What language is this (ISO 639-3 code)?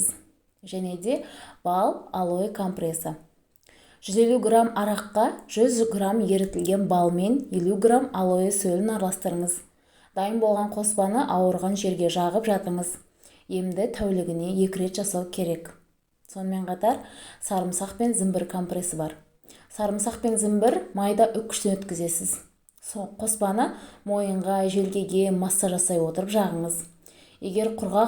kaz